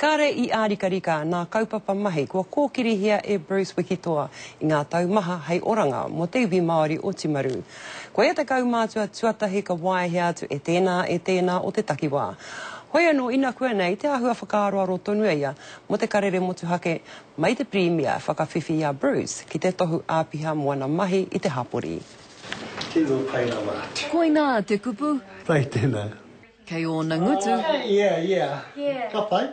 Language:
Māori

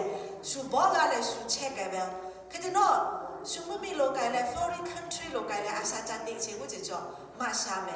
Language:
Lahu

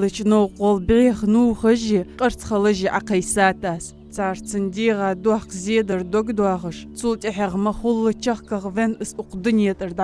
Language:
Ingush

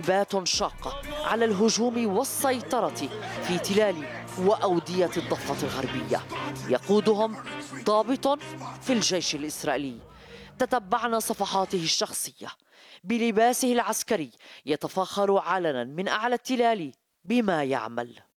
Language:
Arabic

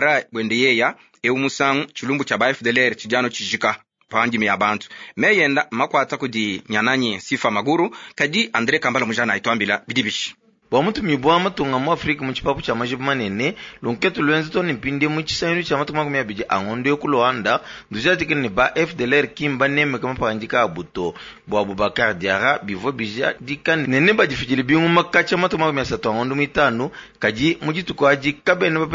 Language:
Luba-Lulua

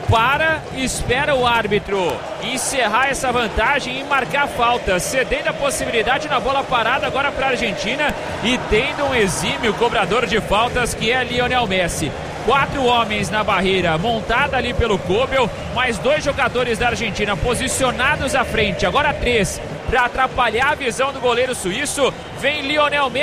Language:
Portuguese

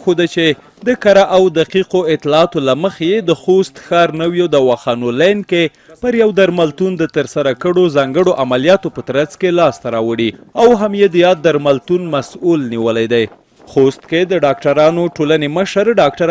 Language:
Pashto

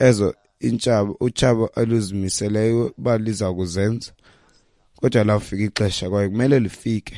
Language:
Xhosa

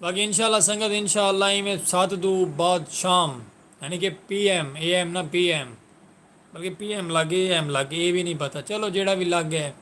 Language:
Saraiki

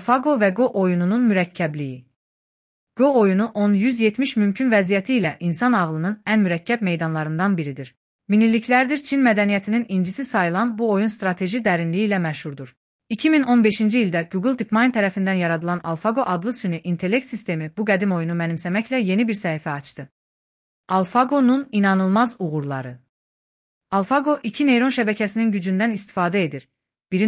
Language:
Azerbaijani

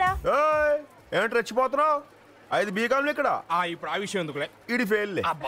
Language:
Telugu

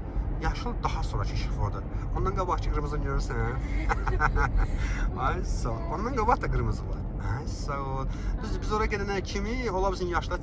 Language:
Azerbaijani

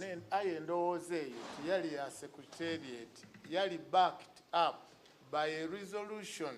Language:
Soga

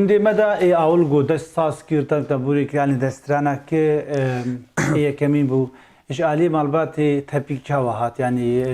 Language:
Kurdish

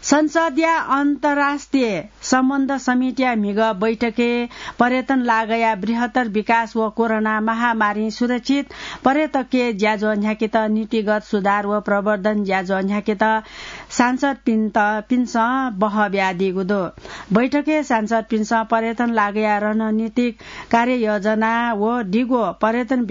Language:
Newari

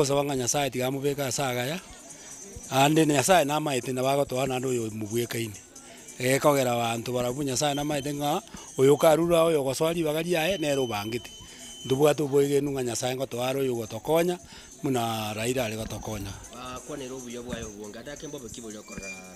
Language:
Gusii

